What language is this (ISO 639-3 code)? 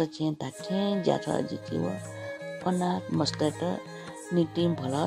new